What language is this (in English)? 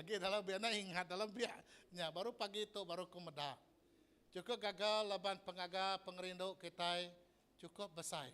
Iban